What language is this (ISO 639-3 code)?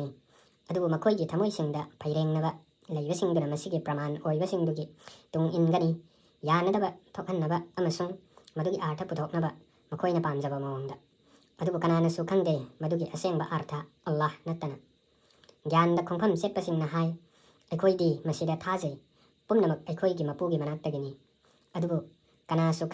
mni